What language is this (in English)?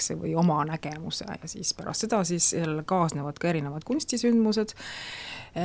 Estonian